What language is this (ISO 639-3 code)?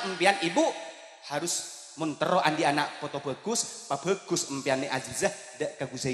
mad